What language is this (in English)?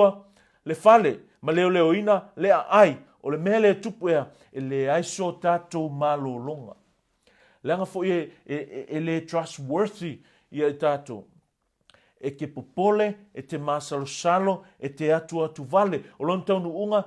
Samoan